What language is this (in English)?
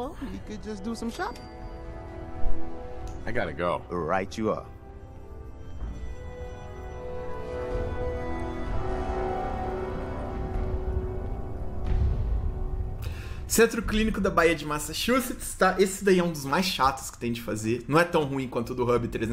Portuguese